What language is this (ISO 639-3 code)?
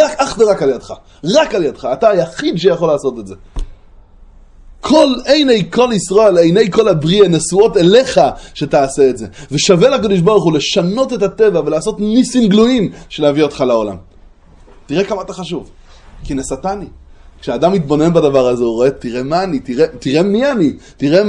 heb